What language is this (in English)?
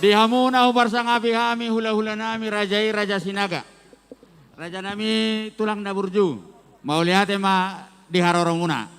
Batak Toba